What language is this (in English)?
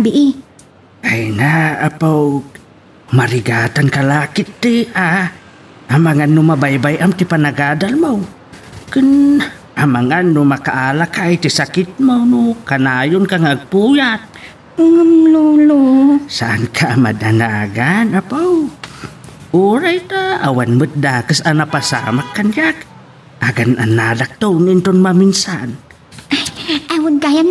Iloko